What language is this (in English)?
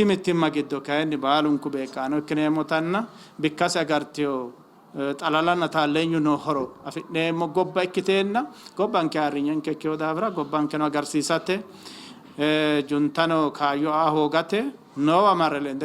Sidamo